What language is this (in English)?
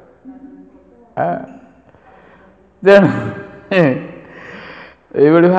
Odia